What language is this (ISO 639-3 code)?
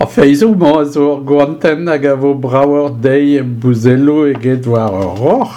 bre